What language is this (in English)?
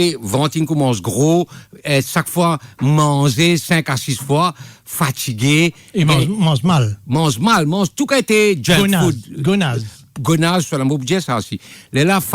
Morisyen